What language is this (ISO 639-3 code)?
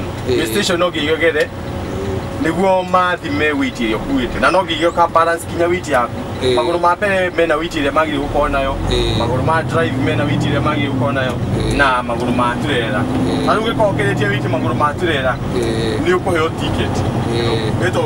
kik